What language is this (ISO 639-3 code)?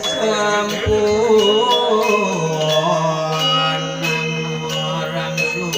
ban